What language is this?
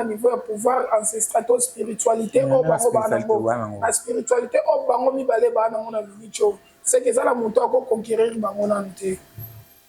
Lingala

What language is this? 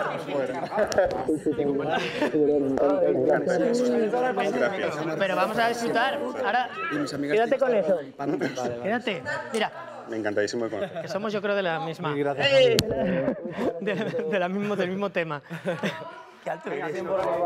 Spanish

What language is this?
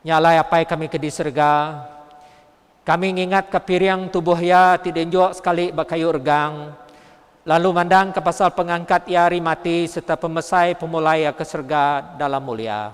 Iban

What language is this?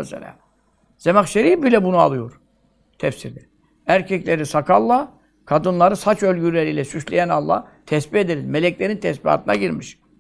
Turkish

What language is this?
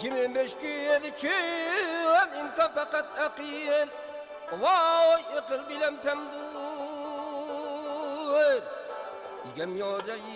Uyghur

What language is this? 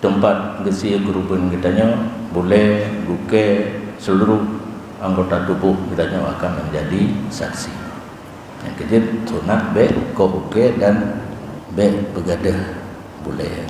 Achinese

